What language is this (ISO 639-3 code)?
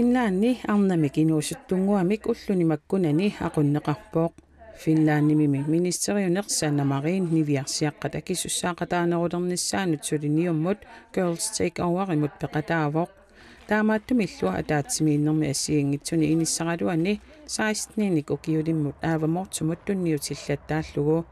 kal